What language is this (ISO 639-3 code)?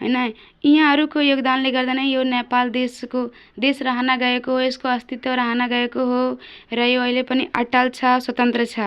nep